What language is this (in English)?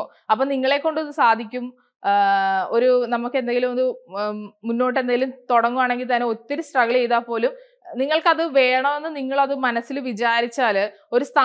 Malayalam